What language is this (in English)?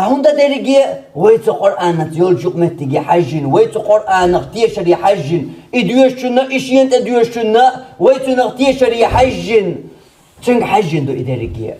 Chechen